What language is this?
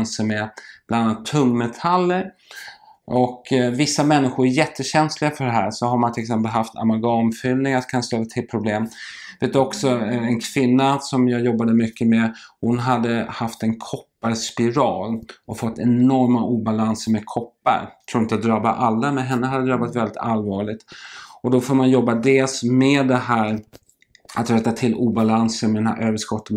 Swedish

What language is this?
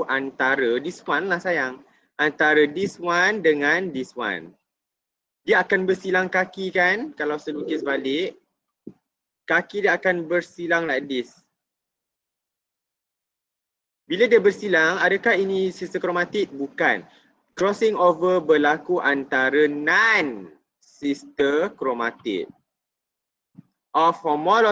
Malay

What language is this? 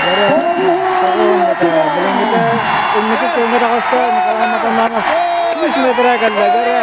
Yakut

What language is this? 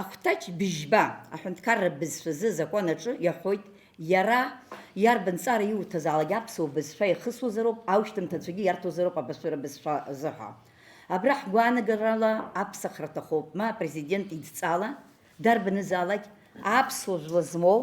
Abkhazian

